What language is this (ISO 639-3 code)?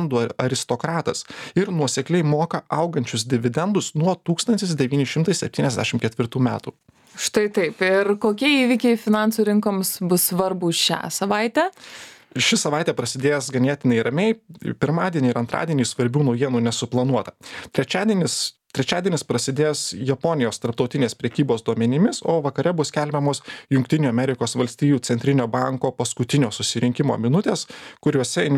lit